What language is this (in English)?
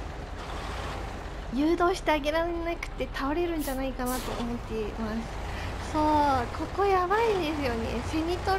Japanese